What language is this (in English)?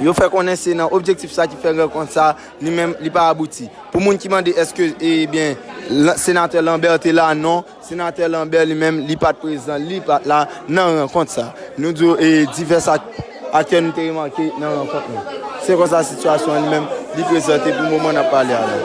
Haitian Creole